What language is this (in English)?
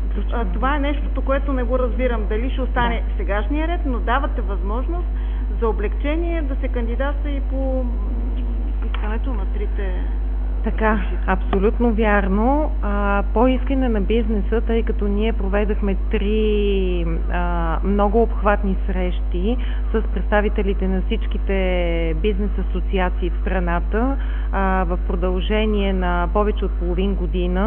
Bulgarian